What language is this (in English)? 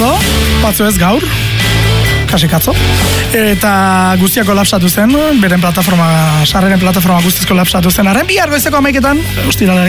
Basque